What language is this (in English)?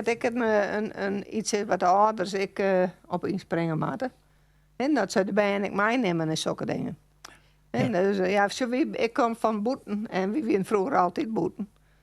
Western Frisian